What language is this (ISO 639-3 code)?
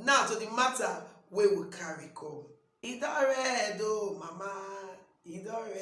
pcm